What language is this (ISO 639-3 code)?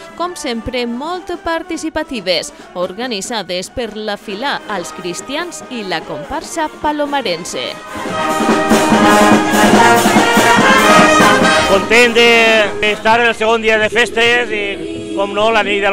cat